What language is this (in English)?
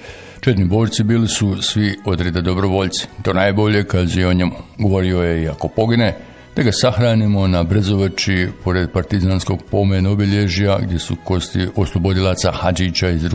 Bosnian